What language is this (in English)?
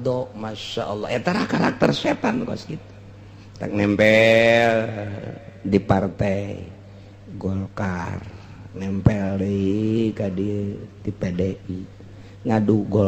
Sundanese